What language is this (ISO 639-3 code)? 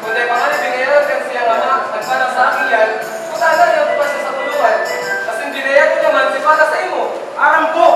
bik